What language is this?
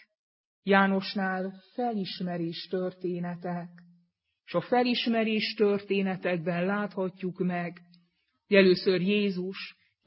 Hungarian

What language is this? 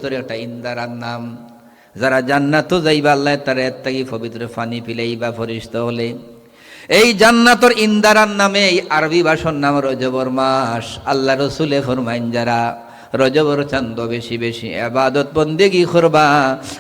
Sylheti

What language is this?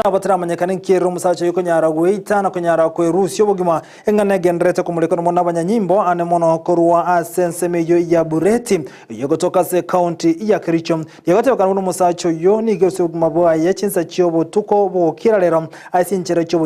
Gusii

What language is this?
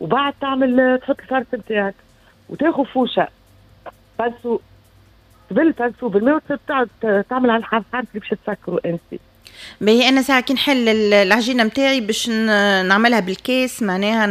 Tunisian Arabic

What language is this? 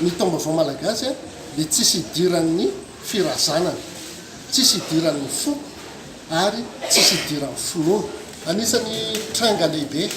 Malagasy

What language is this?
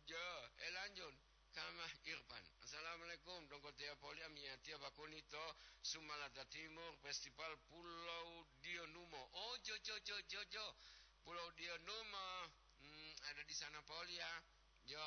Gorontalo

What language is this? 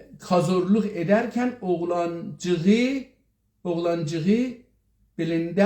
South Azerbaijani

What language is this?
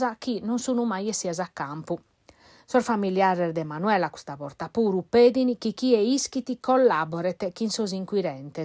Sardinian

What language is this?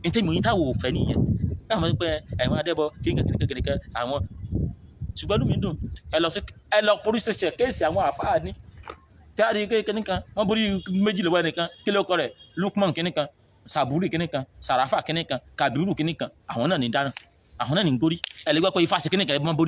Yoruba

